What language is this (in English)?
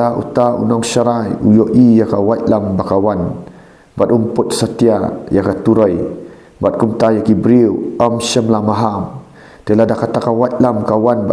Khasi